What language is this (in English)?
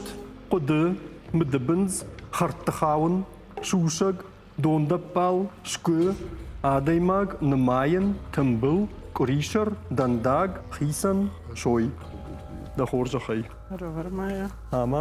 Ossetic